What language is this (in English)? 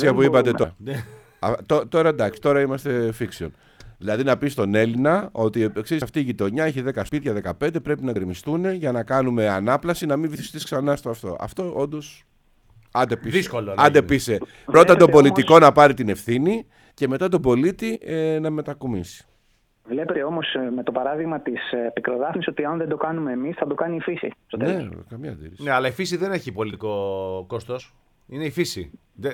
Greek